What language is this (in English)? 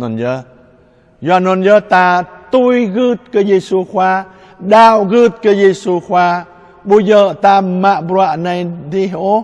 Jarai